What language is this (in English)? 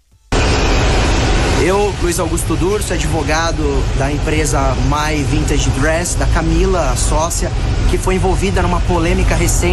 Portuguese